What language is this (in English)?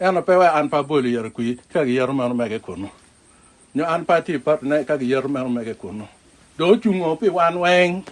Acoli